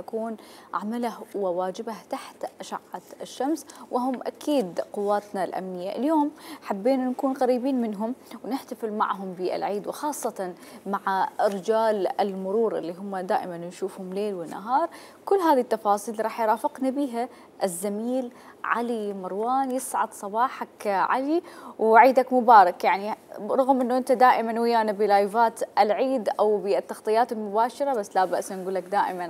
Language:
Mesopotamian Arabic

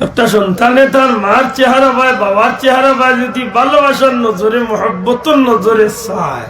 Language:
Sylheti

